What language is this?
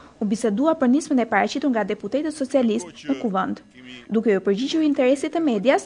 Albanian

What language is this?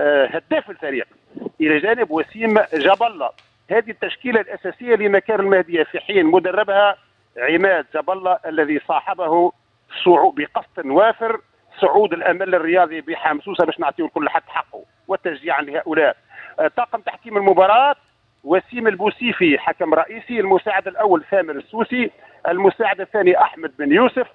Tunisian Arabic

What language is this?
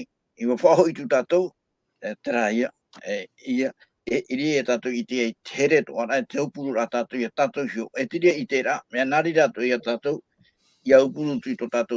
Tahitian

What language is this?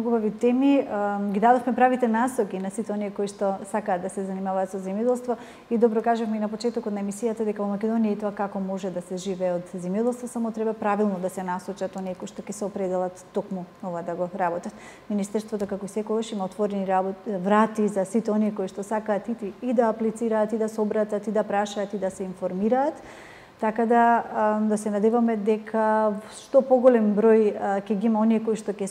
Macedonian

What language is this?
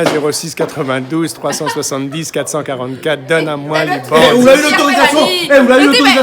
Réunion Creole French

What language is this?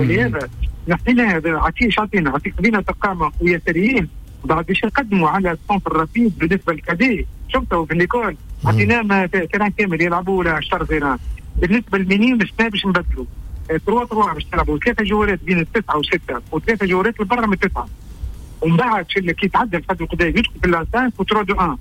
Tunisian Arabic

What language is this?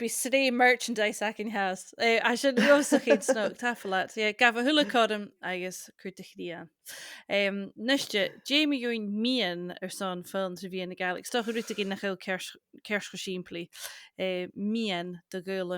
Scottish Gaelic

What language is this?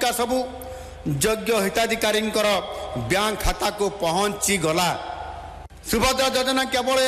Odia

